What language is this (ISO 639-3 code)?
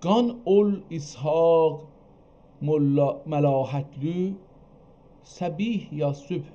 azb